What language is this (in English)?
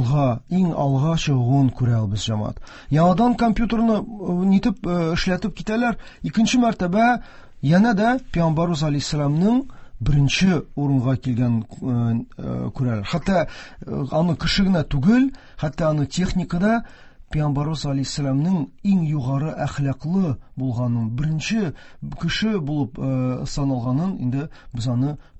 Tatar